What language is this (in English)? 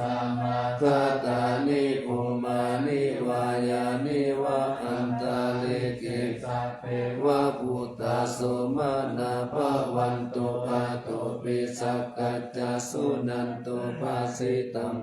Pali